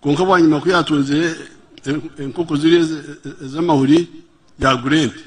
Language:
Nyankole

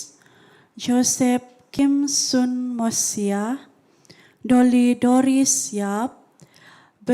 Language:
Central Dusun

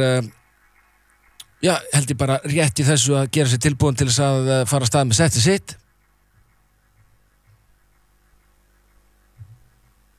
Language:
Icelandic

